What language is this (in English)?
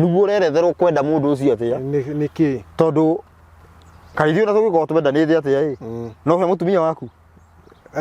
Kikuyu